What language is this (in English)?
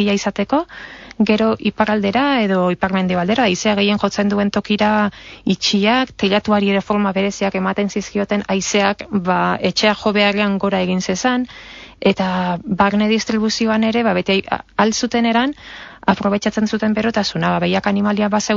Basque